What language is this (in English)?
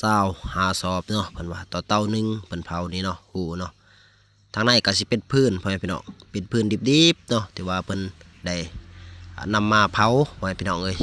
Lao